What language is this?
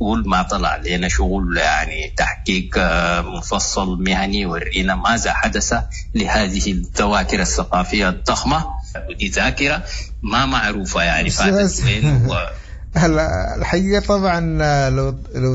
Sudanese Arabic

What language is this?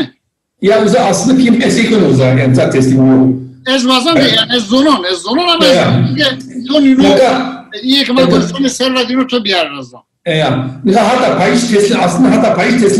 Zaza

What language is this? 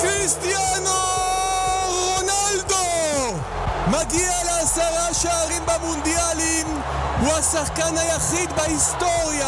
Hebrew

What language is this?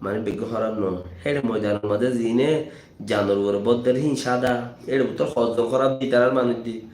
Rohingya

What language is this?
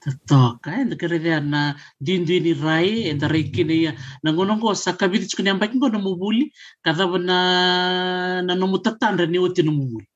Fijian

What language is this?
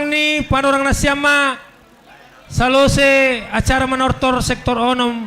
Batak Simalungun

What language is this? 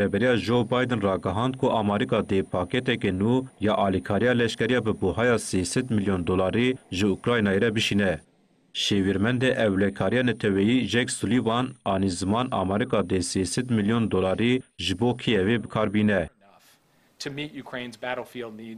Kurdish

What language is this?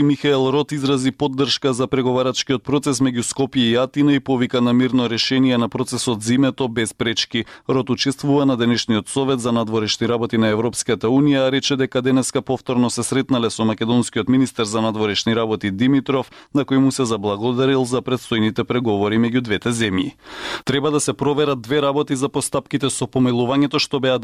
Macedonian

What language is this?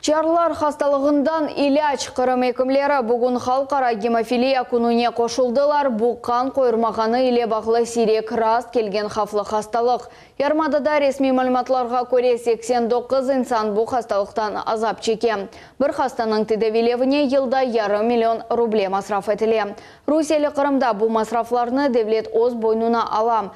Crimean Tatar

